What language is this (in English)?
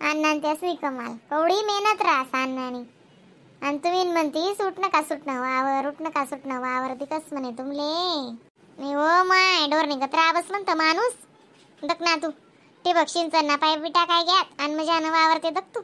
Khandesi